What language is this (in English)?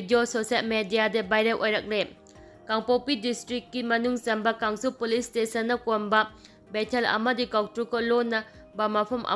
Manipuri